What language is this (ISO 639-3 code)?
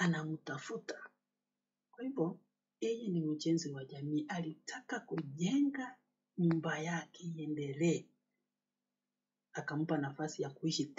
swa